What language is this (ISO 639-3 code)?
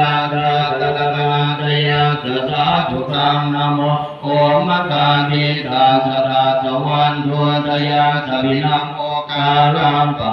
pli